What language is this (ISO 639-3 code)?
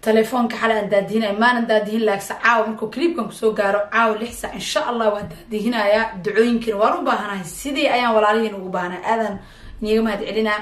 som